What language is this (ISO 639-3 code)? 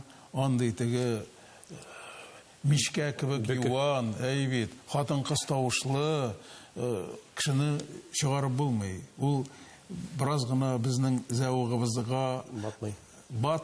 tat